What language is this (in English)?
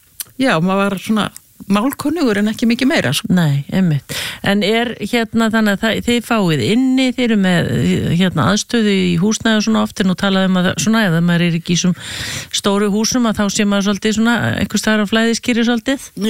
Icelandic